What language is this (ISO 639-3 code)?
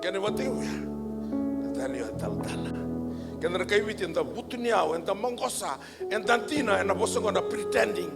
fij